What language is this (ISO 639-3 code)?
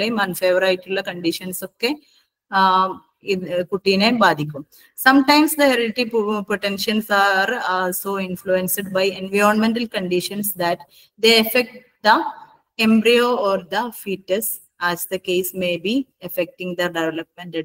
mal